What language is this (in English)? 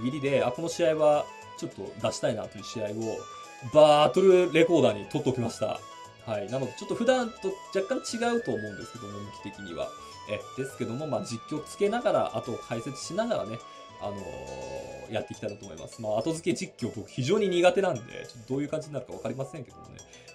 Japanese